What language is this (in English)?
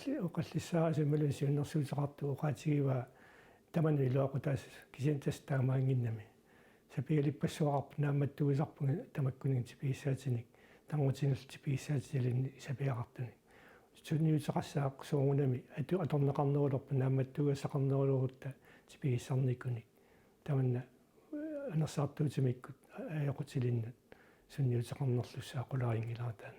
Kalaallisut